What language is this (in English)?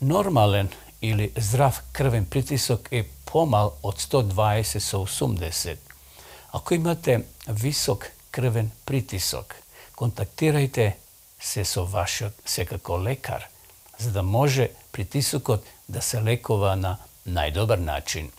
Macedonian